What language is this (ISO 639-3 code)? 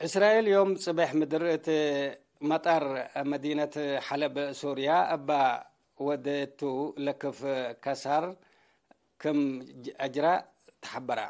tig